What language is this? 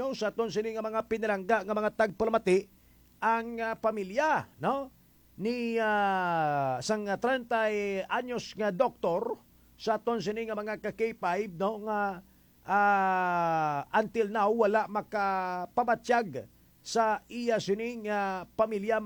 Hiligaynon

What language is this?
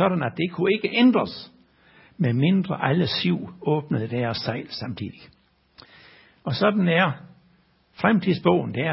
Danish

